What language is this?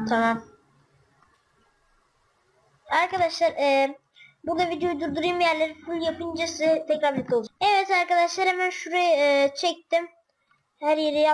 Turkish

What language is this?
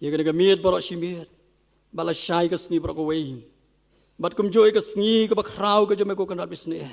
Khasi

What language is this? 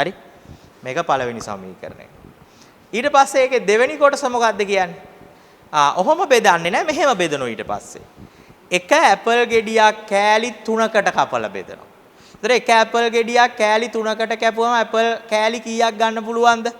Sinhala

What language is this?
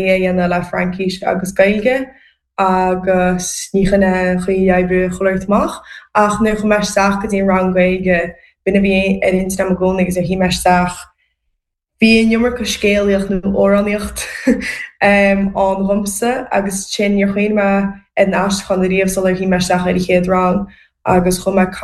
Irish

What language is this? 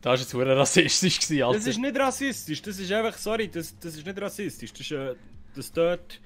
Swiss German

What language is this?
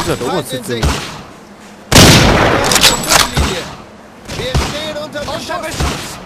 Bavarian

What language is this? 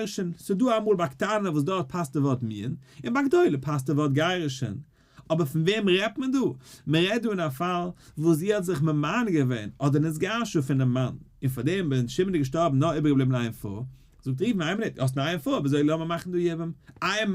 Yiddish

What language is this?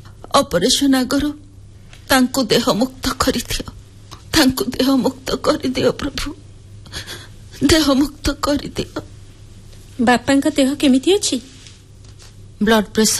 Odia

